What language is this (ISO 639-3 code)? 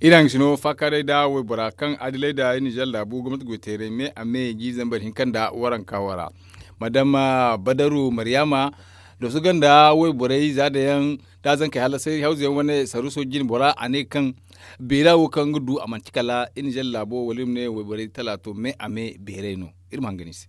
dje